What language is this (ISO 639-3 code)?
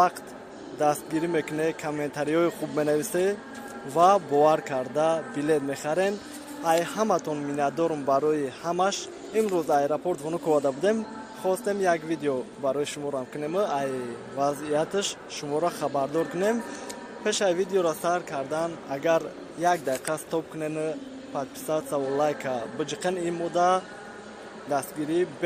tgk